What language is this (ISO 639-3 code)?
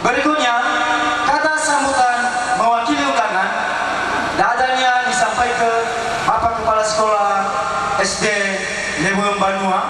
nia